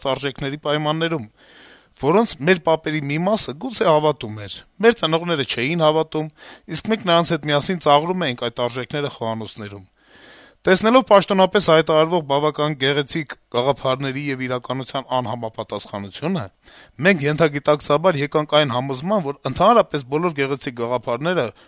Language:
Armenian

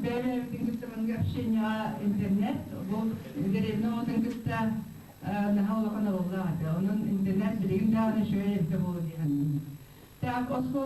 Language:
Yakut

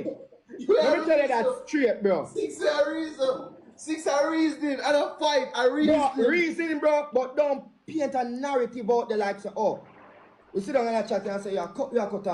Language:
Jamaican Creole English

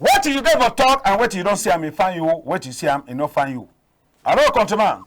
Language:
Cameroon Pidgin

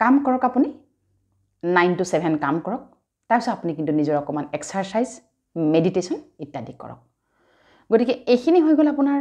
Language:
Assamese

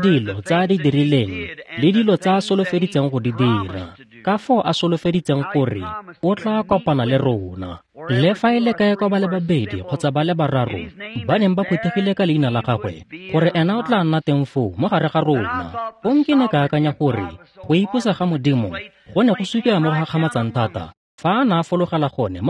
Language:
Tswana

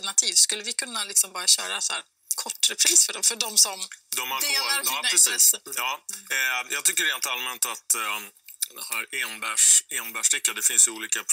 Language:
Swedish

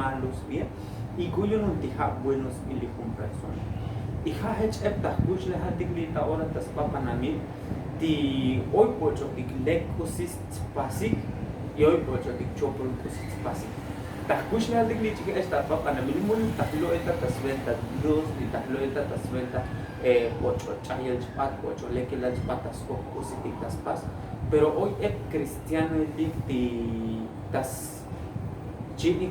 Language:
Tzotzil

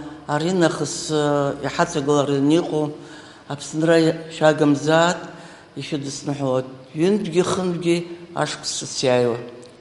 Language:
Abkhazian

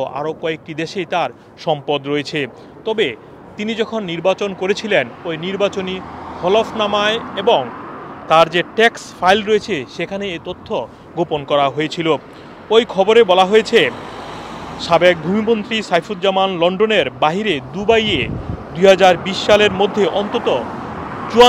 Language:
Bangla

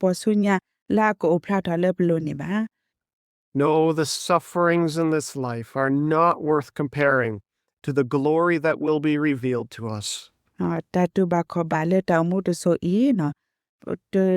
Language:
S'gaw Karen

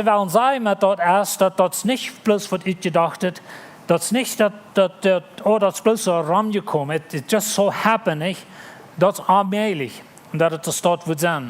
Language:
Plautdietsch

